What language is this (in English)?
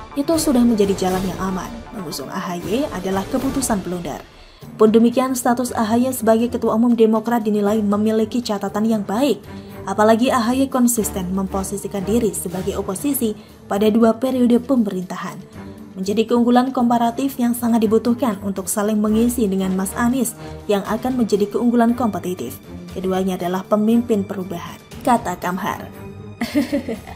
Indonesian